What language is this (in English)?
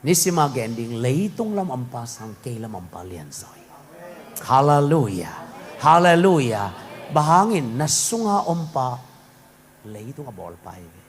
Tedim Chin